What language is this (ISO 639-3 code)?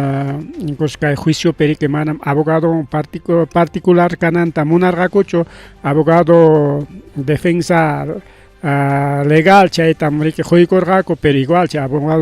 quy